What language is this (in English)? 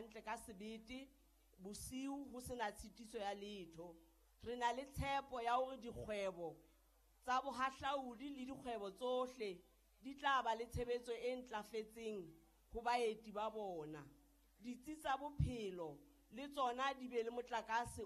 Southern Sotho